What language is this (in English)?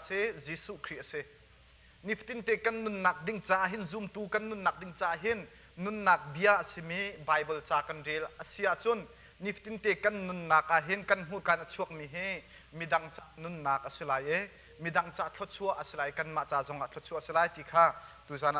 Hakha Chin